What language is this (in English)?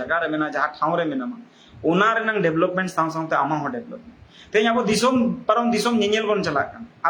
Santali